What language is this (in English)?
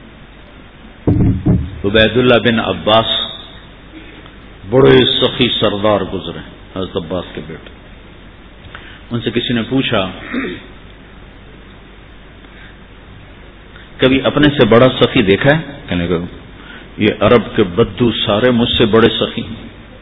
Urdu